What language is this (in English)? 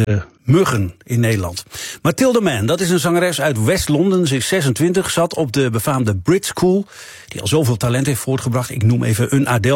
Dutch